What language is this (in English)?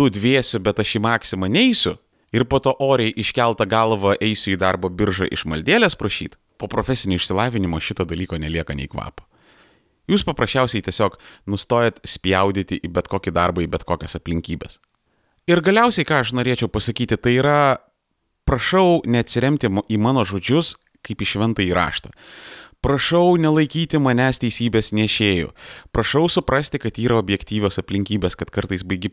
Lithuanian